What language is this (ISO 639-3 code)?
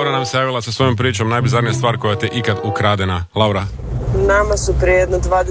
hrv